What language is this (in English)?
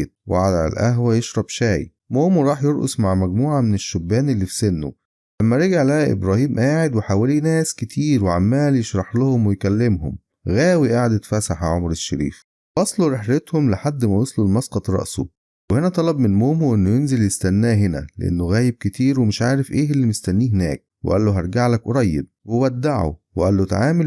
Egyptian Arabic